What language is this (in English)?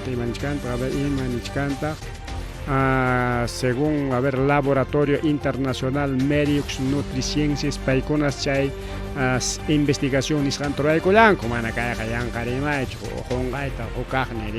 Ayacucho Quechua